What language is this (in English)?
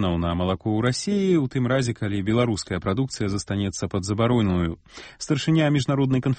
Belarusian